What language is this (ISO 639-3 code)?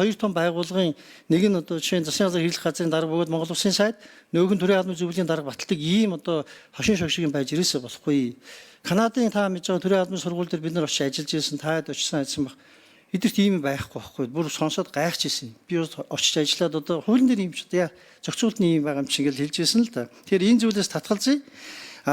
mon